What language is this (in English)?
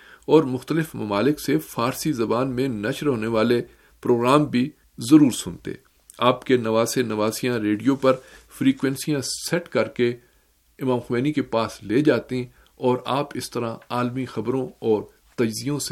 Urdu